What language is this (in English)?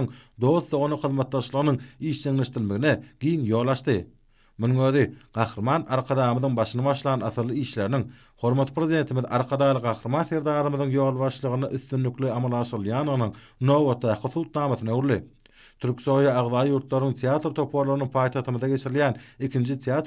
Turkmen